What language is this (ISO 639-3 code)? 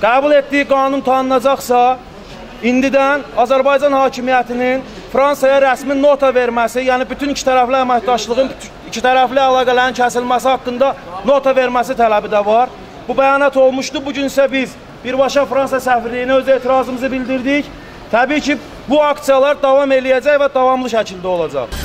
aze